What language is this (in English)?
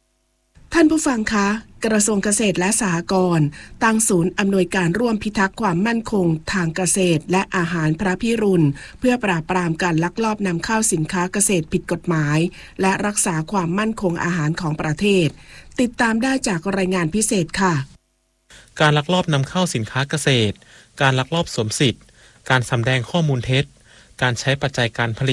Thai